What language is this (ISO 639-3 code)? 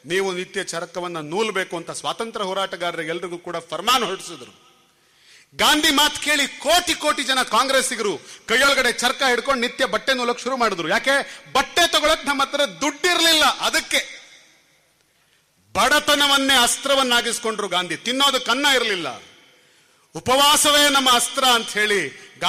kan